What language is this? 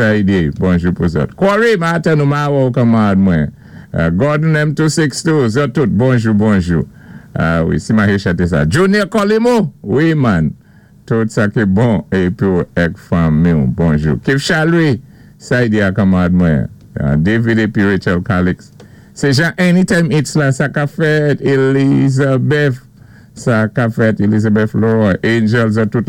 Saint Lucian Creole French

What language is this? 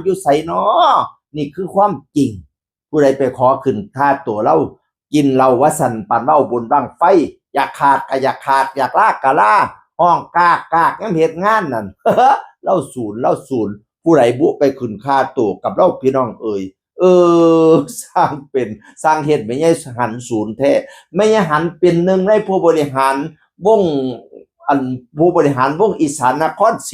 Northeastern Thai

